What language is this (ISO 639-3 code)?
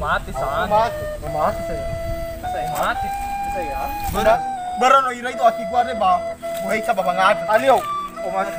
nia